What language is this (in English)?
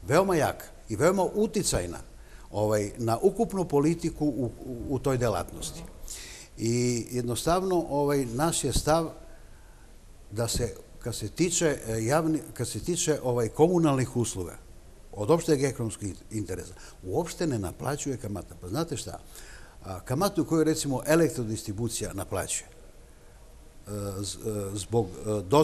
Serbian